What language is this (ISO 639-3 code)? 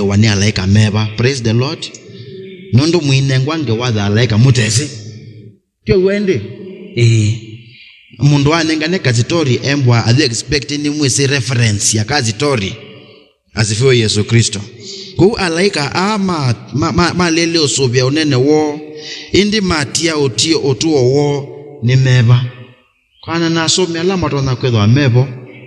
kam